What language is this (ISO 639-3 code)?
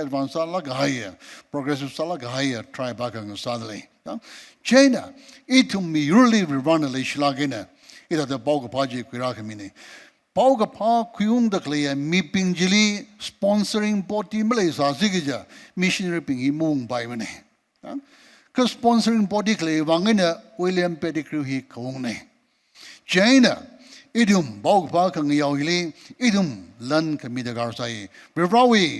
nmf